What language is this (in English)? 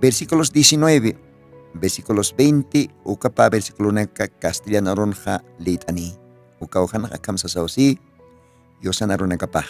Aymara